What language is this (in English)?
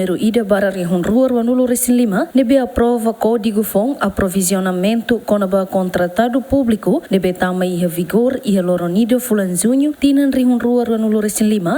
Tetum